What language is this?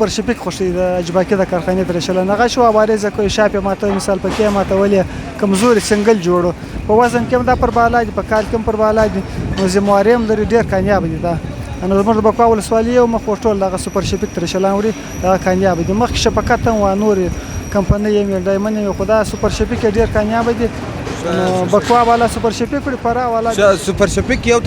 Pashto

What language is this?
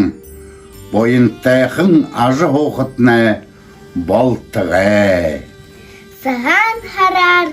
Buriat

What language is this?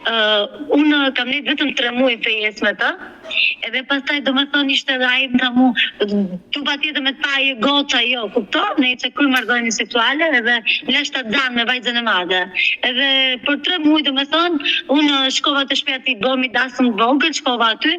Albanian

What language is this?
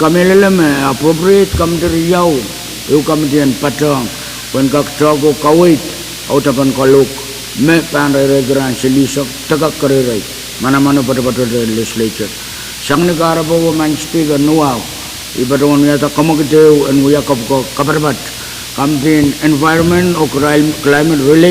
Pohnpeian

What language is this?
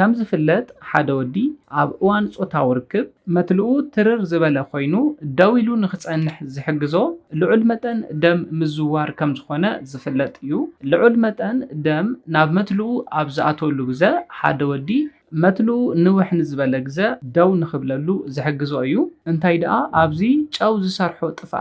Tigrinya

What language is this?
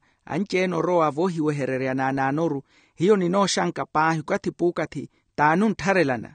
Makhuwa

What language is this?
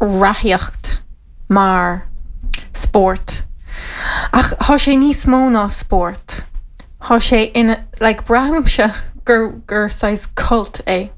Irish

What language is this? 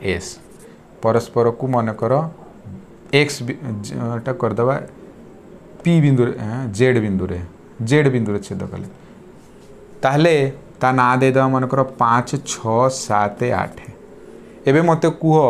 Odia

